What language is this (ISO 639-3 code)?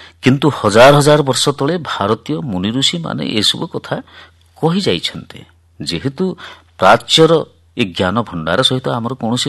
ori